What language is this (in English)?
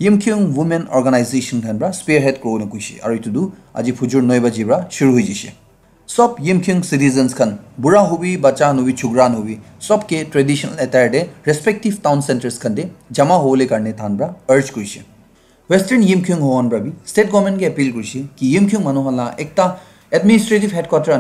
Naga Pidgin